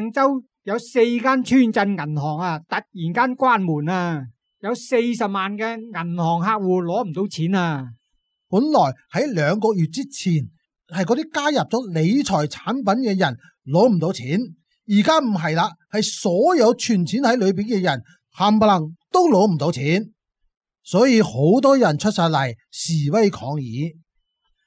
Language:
Cantonese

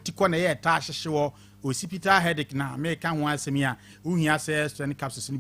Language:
Akan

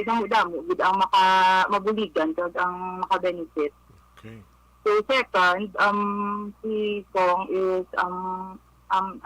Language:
Hiligaynon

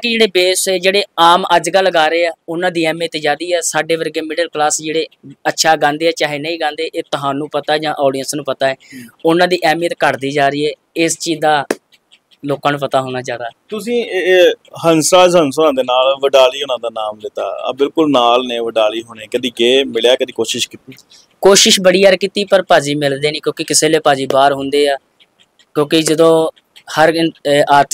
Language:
Punjabi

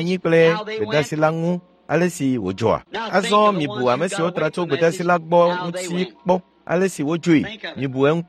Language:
Ewe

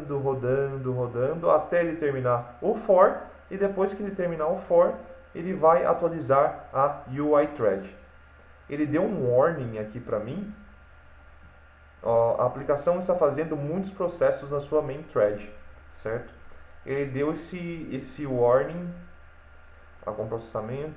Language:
Portuguese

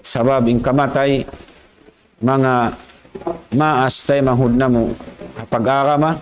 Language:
Tausug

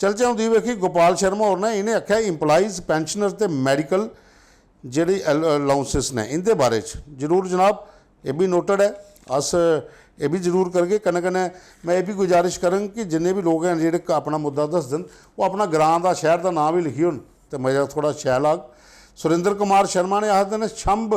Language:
Dogri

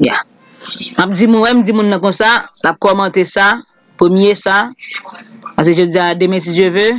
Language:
Haitian Creole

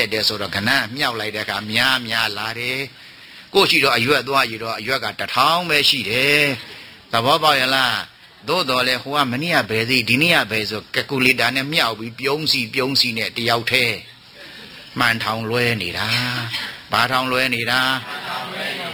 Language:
Burmese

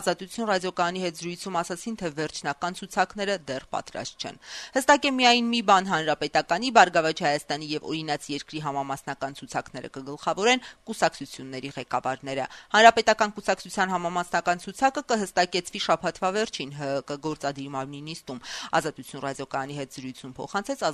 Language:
Armenian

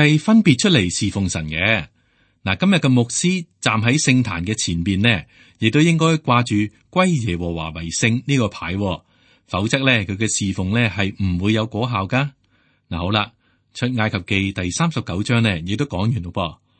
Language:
Cantonese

